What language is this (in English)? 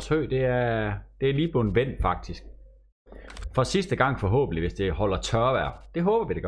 Danish